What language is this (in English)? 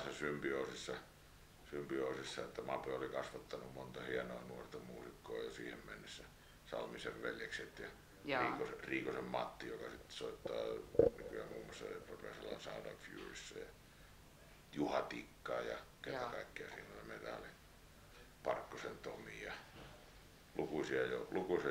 Finnish